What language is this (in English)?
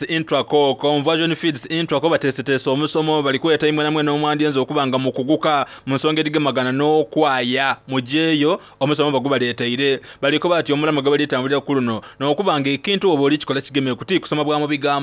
Soga